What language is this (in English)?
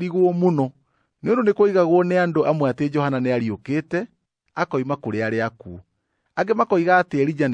Kikuyu